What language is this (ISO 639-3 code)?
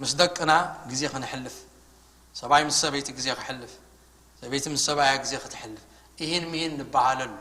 tir